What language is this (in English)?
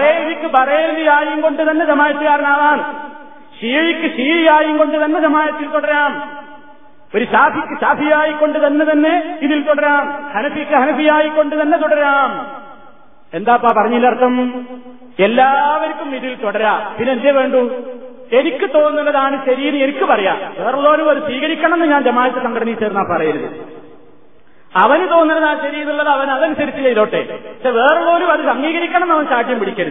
Malayalam